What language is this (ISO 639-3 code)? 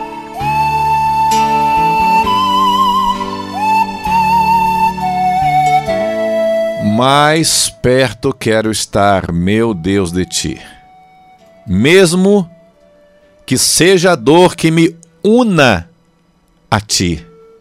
por